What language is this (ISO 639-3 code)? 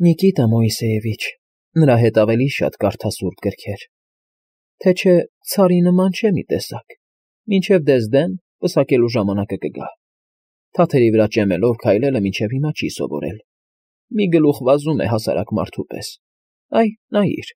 hye